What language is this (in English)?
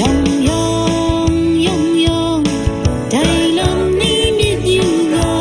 Kachin